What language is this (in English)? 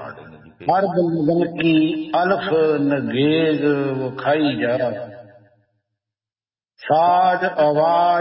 Punjabi